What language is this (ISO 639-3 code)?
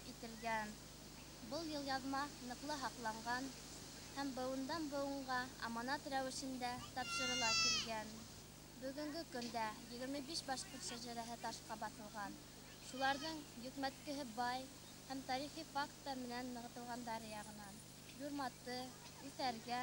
bak